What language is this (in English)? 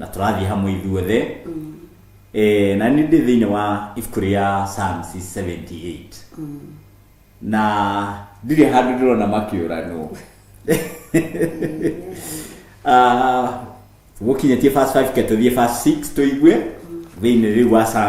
Kikuyu